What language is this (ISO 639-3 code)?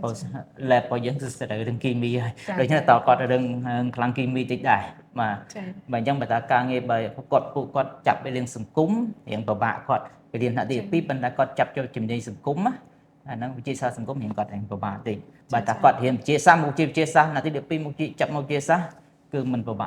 khm